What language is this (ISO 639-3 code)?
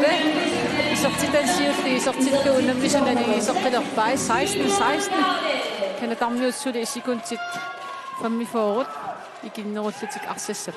kal